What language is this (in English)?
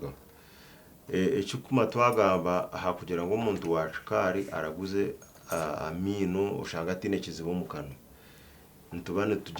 Nyankole